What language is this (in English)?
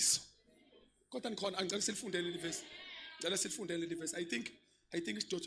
Zulu